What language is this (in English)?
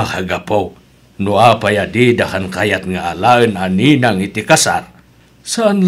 Iloko